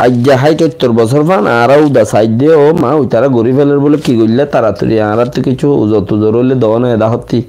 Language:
Rohingya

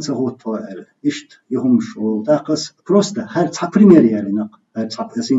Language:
Chechen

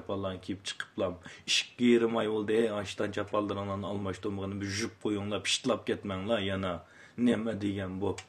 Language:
Uyghur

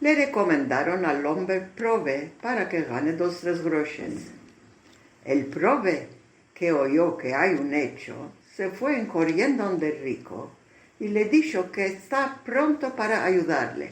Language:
Ladino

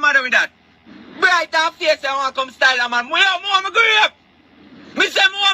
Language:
Jamaican Creole English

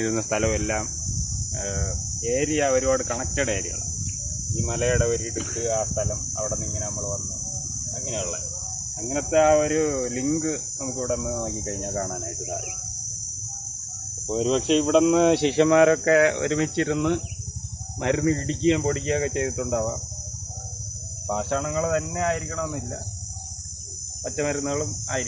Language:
Malayalam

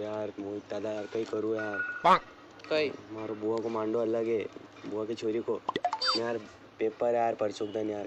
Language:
Rajasthani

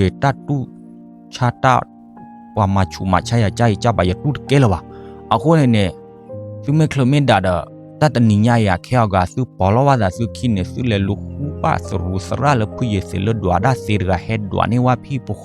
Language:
S'gaw Karen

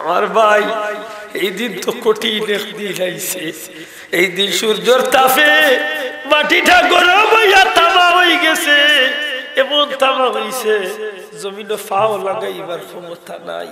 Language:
Sylheti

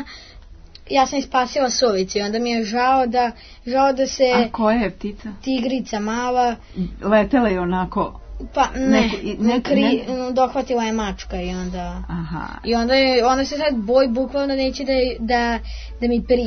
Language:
Serbian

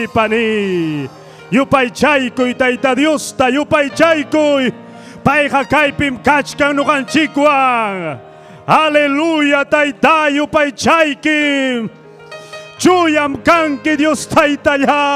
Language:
Ayacucho Quechua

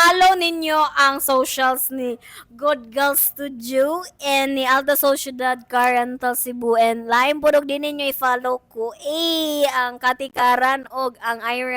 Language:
Cebuano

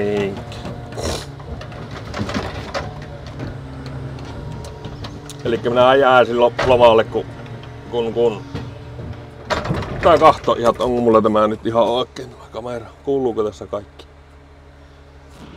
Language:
Finnish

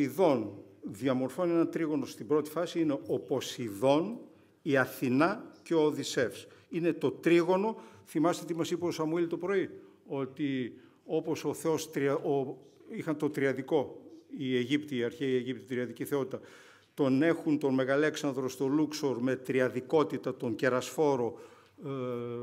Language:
Greek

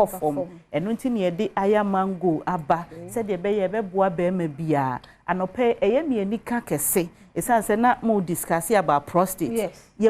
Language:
Akan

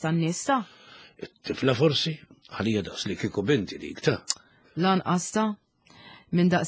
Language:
Maltese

